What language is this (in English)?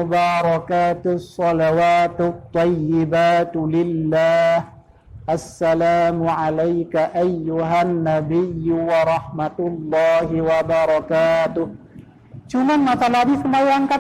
Achinese